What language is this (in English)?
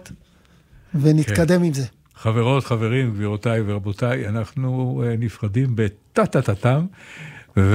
Hebrew